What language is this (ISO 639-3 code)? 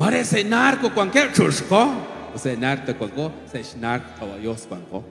kek